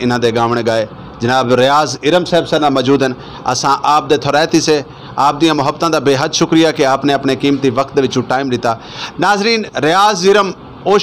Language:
Saraiki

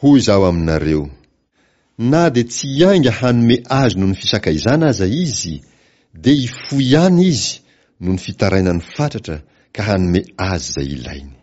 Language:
Malagasy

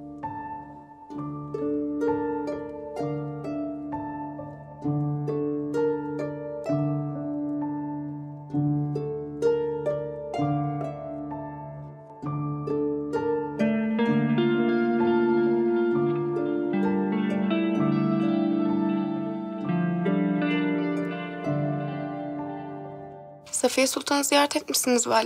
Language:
Turkish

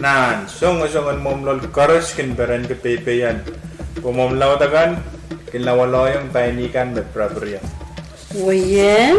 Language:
Pohnpeian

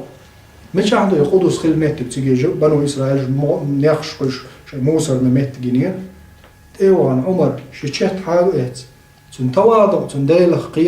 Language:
Chechen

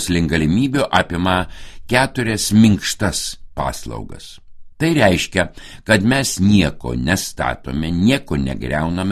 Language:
Lithuanian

